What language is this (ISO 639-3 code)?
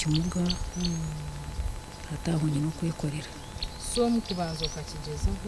nyn